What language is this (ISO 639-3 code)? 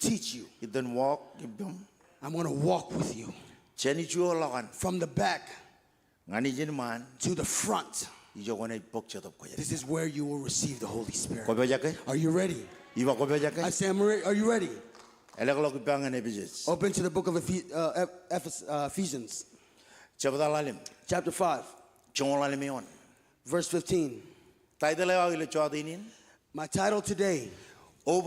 mah